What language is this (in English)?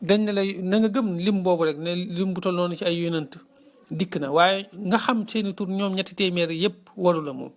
Wolof